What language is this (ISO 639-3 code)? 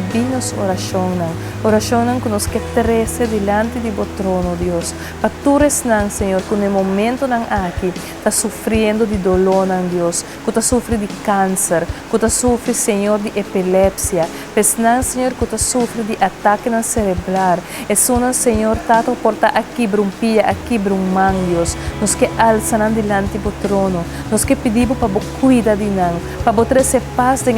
pap